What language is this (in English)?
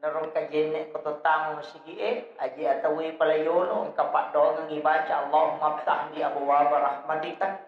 Buginese